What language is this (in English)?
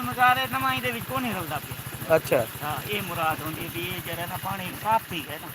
Saraiki